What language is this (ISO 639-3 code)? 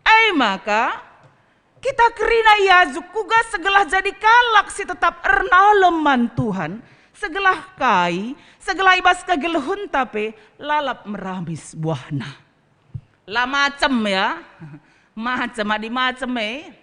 btx